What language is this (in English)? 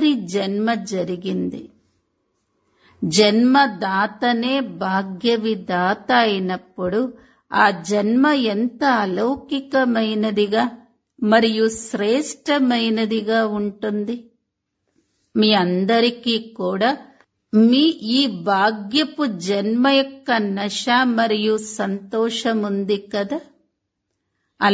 Telugu